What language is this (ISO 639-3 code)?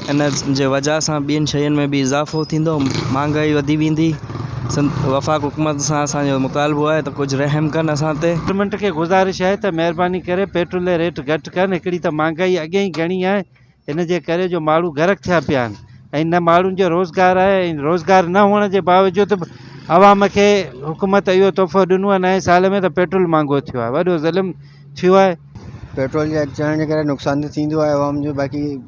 snd